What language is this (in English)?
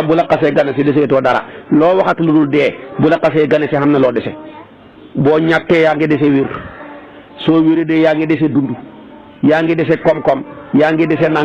Wolof